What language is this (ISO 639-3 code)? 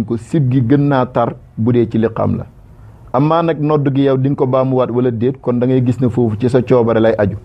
wol